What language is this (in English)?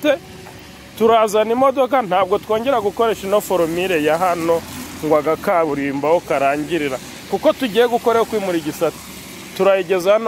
Kinyarwanda